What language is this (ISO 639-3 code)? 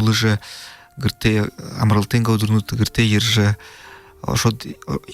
bua